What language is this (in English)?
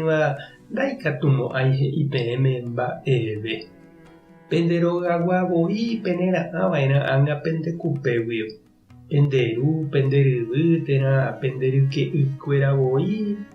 Guarani